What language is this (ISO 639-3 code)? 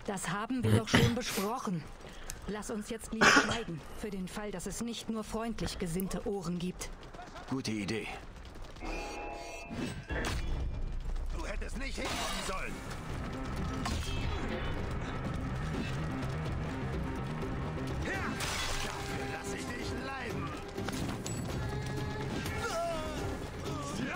deu